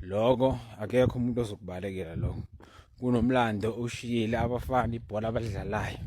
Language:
Zulu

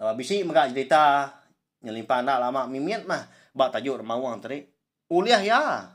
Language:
Iban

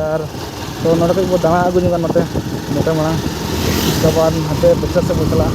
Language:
Santali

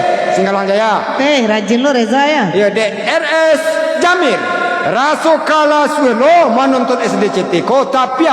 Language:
Minangkabau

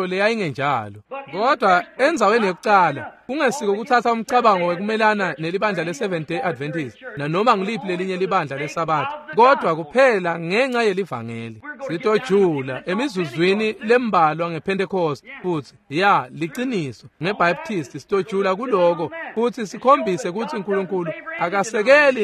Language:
Swati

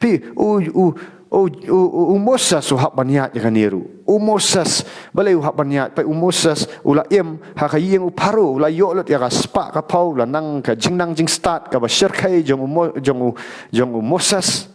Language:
Khasi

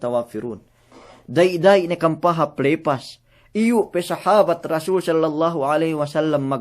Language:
Yakan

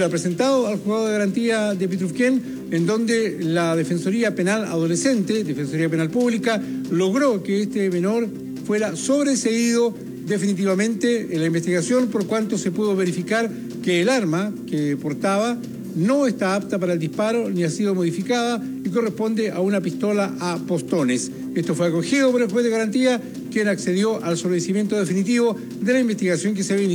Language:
Spanish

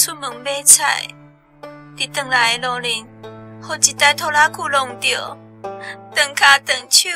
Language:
Min Nan Chinese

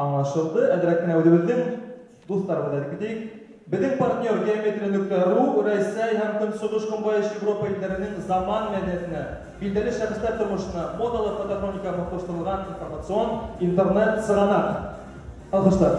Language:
Bashkir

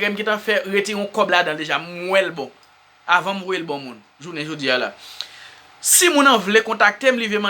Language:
Haitian Creole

